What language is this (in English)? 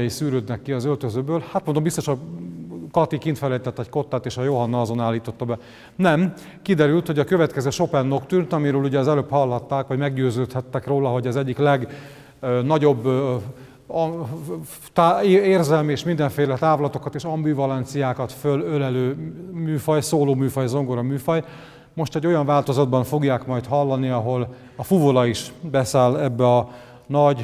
Hungarian